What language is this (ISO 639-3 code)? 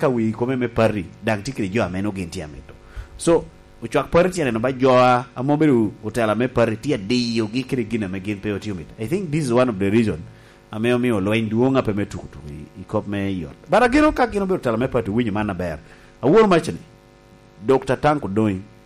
laj